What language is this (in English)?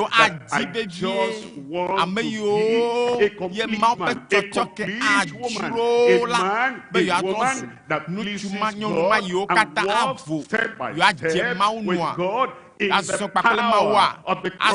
Ewe